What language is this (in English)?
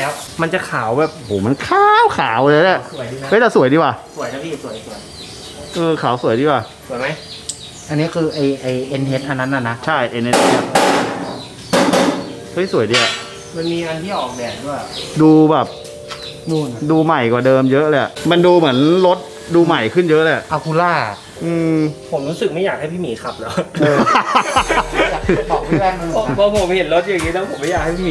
Thai